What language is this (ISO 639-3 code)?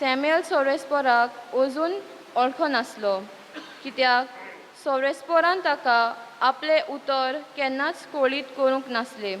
kok